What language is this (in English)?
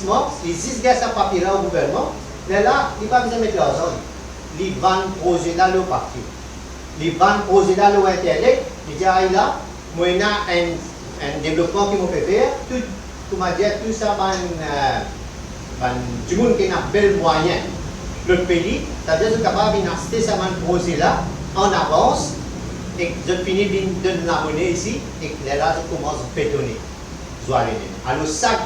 Morisyen